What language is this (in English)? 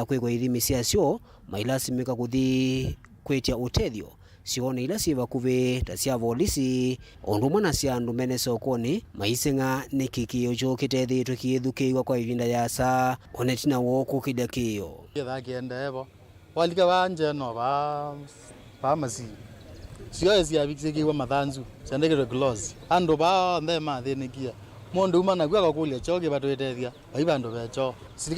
Kamba